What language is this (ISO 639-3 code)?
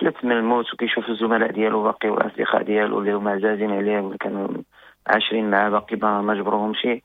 ary